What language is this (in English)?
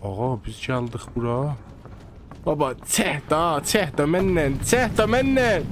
South Azerbaijani